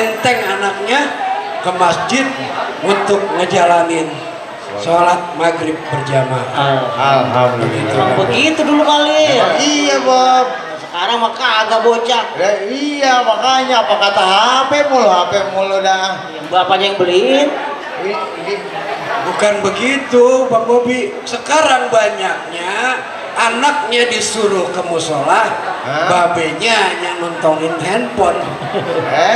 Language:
Betawi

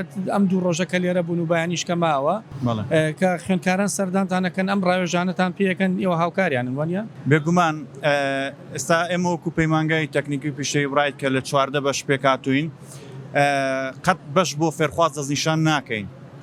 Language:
Central Kurdish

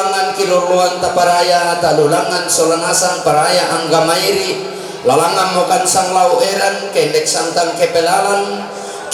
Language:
Toraja-Sa'dan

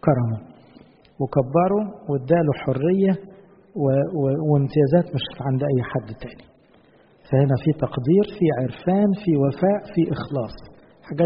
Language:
Egyptian Arabic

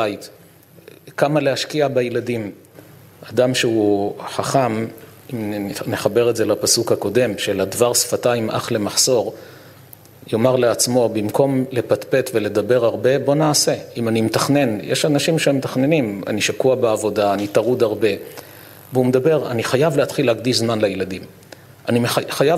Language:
Hebrew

